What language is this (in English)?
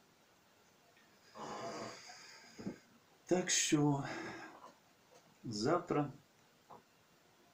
Ukrainian